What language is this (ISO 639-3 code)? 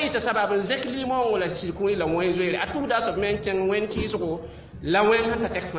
mos